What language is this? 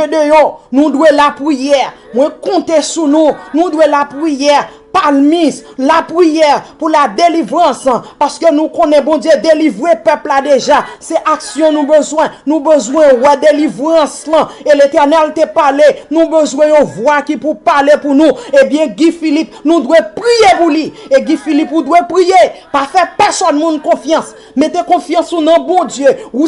Haitian Creole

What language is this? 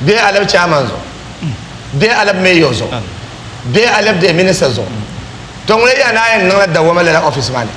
Dagbani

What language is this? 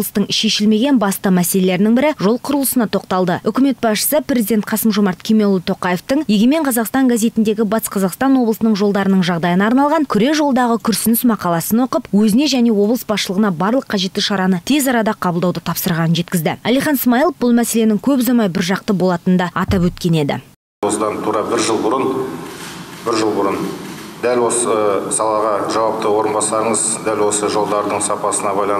Kazakh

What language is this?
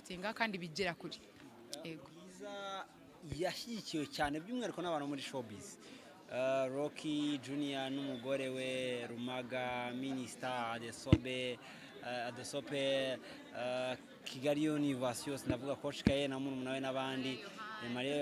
Kinyarwanda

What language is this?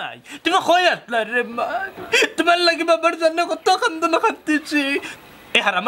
Sylheti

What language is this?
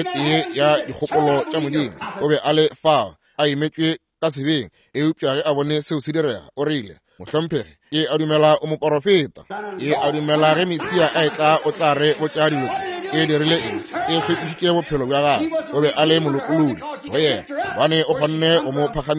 Northern Sotho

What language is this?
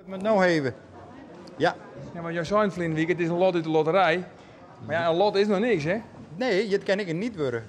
Western Frisian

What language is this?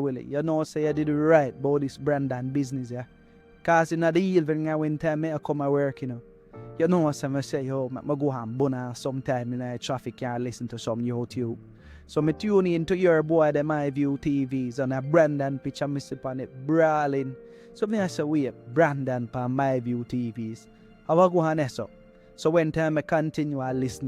Jamaican Creole English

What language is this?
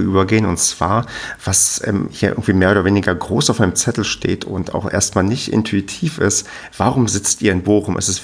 German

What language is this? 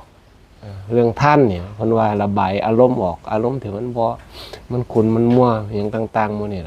Northeastern Thai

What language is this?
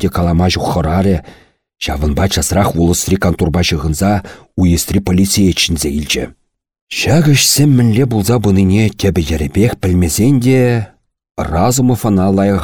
Chuvash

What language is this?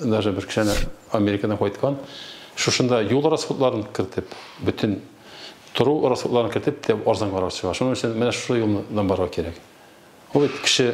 Tatar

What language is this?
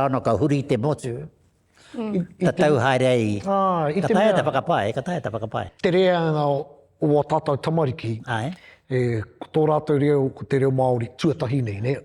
Māori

